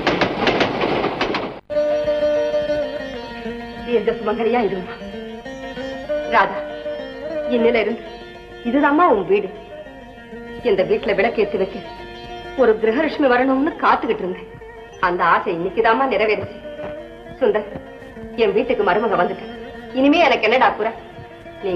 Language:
Tamil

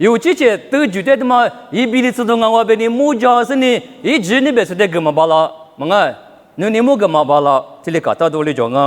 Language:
Lisu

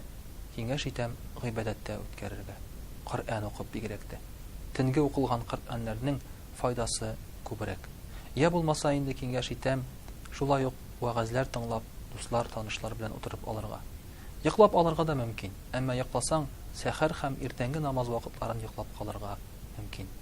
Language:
Tatar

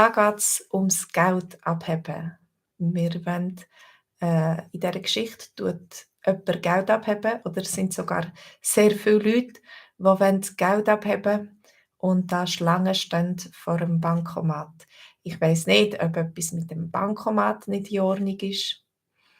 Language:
Swiss German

